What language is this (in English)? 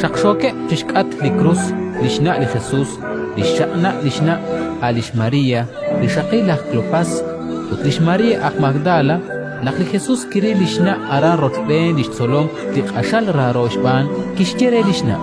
Kekchí